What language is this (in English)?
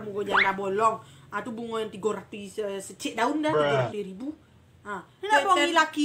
Minangkabau